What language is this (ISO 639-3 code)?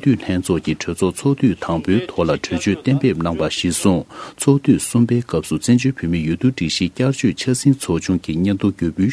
bod